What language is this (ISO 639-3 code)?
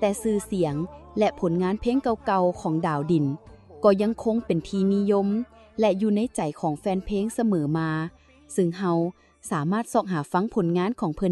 lao